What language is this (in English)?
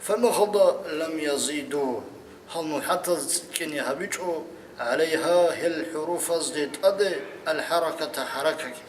Avaric